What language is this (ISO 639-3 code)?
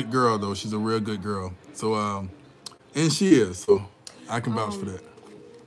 eng